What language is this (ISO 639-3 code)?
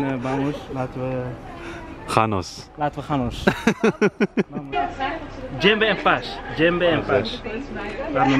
nld